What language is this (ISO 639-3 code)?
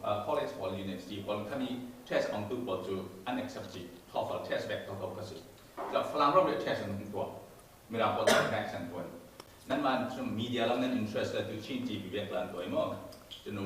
cfm